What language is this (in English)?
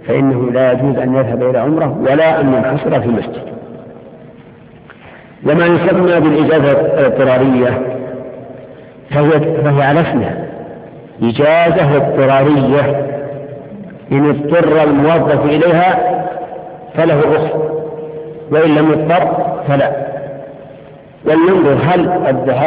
Arabic